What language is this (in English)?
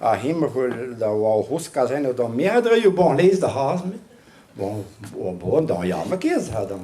Breton